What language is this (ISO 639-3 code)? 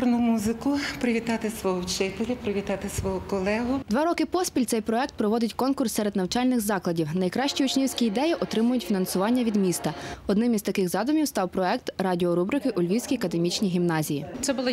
ukr